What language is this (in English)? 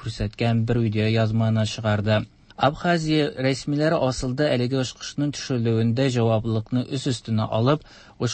Tatar